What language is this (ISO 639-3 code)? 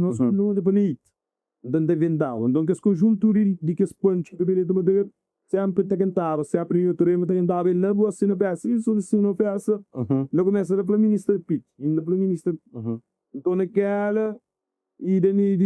kea